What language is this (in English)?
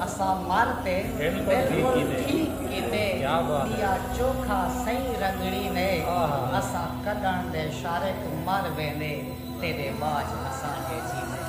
Saraiki